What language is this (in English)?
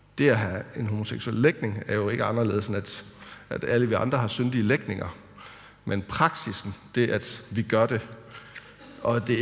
Danish